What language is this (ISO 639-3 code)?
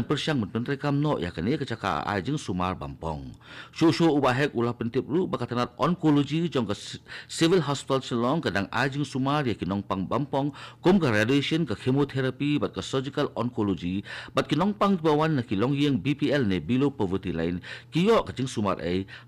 kha